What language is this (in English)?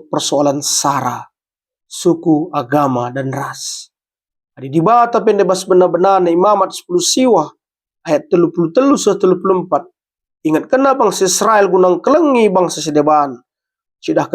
Batak Karo